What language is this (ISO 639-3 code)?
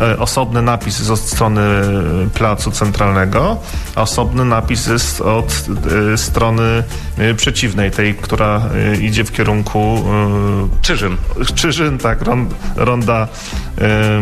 pol